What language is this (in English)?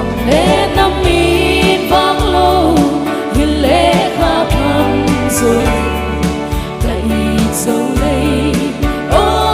Tedim Chin